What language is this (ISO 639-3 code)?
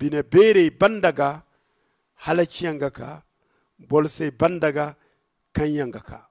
dje